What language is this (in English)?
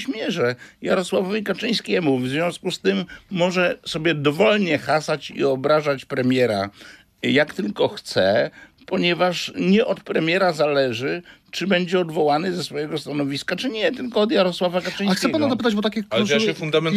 Polish